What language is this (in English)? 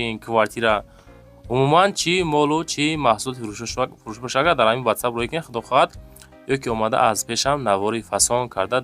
Tajik